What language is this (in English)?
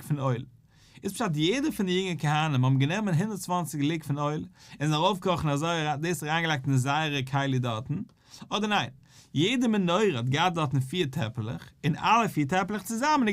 Yiddish